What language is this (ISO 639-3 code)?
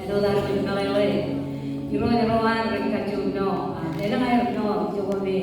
mah